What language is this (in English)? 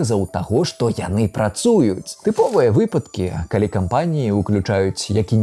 Belarusian